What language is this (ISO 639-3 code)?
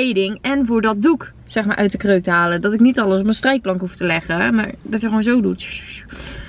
nld